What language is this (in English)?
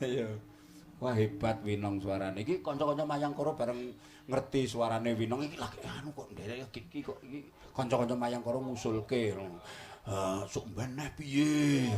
Javanese